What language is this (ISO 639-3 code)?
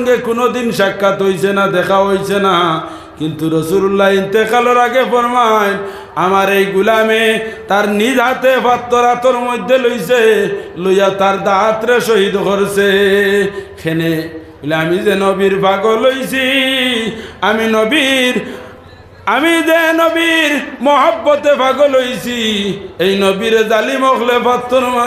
syl